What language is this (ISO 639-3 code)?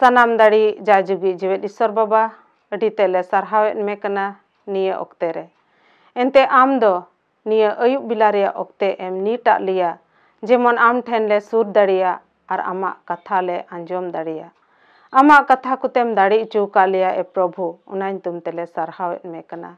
sat